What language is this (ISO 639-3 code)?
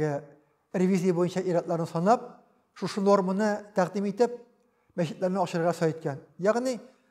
tat